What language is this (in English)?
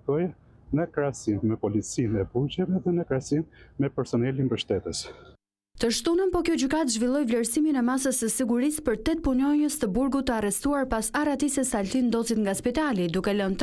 Albanian